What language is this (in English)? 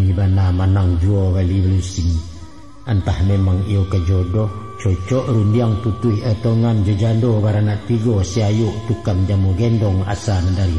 Minangkabau